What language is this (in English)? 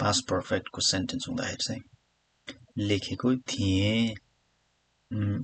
Nepali